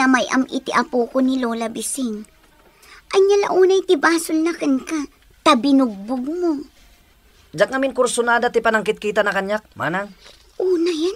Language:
Iloko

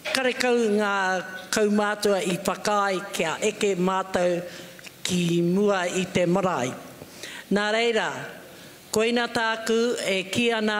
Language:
Māori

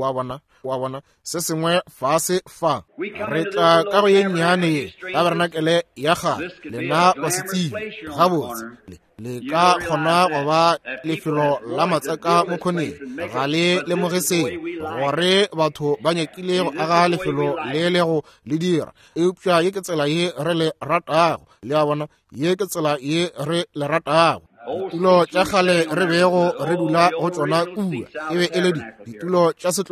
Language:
Northern Sotho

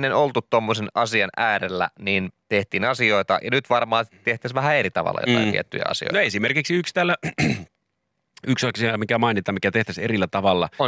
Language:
Finnish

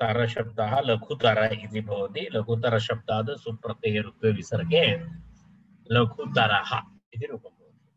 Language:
Sanskrit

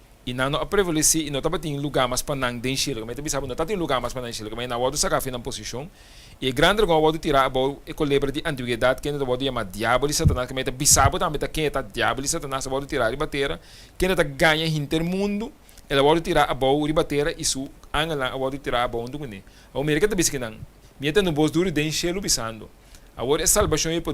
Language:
Papiamento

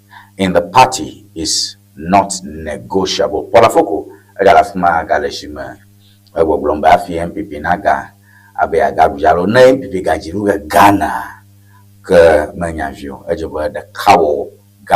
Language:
Ewe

